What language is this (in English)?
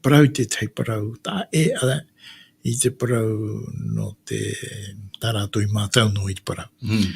Tahitian